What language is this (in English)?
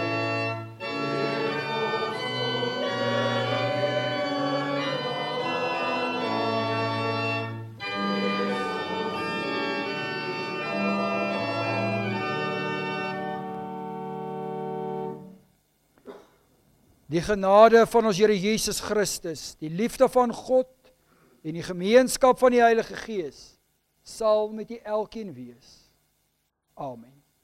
Afrikaans